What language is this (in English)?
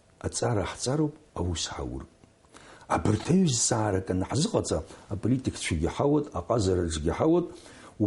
Abkhazian